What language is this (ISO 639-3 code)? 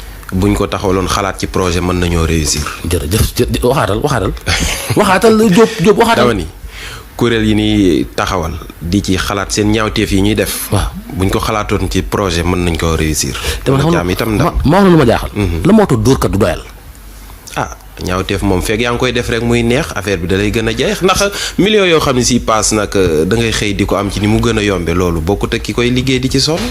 wol